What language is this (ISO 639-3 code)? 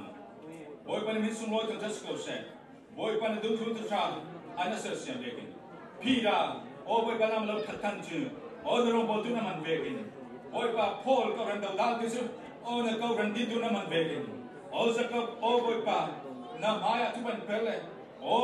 cfm